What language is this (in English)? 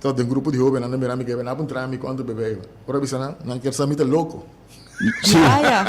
Papiamento